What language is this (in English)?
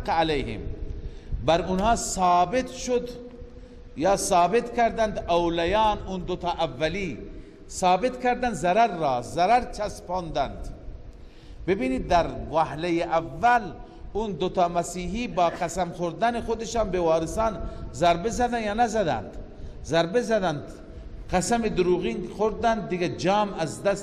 Persian